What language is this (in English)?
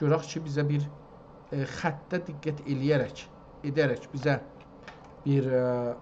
South Azerbaijani